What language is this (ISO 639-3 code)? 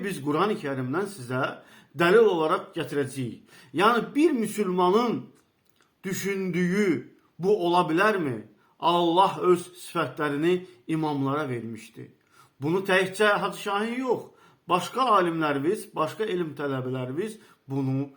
aze